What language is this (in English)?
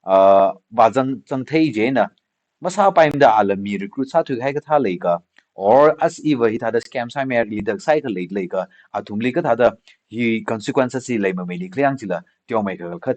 Tangkhul Naga (India)